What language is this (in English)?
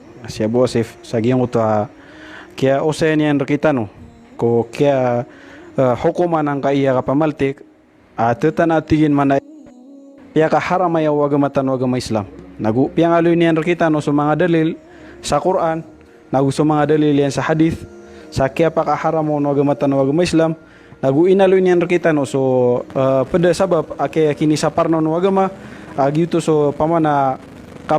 Maranao